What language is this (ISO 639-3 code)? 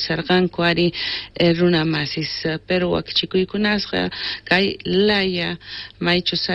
quh